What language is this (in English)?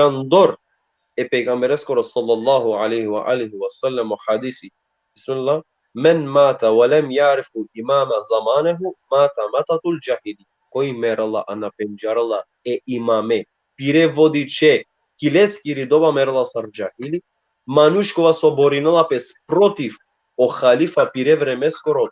Balkan Romani